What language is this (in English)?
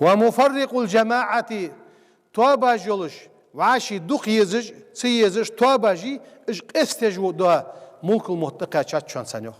Ingush